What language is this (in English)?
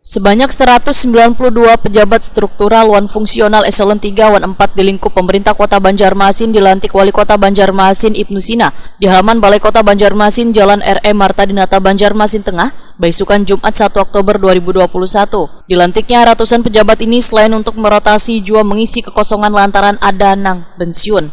Banjar